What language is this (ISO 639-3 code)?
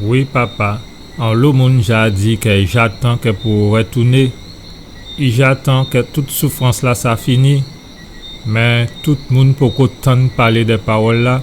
gcf